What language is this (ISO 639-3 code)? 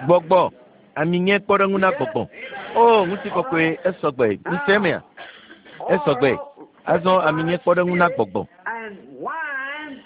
ewe